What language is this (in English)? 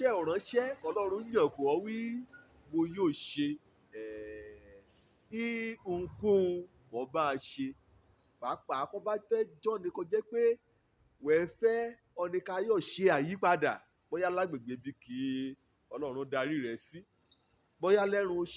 Yoruba